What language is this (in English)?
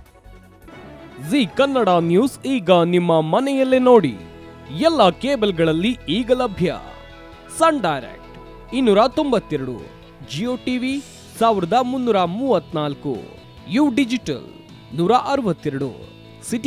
Kannada